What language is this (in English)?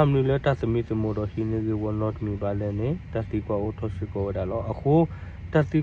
S'gaw Karen